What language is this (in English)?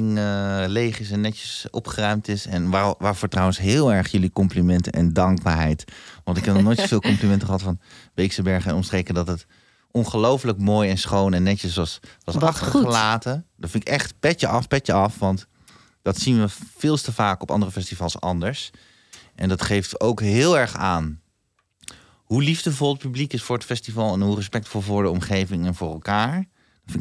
Dutch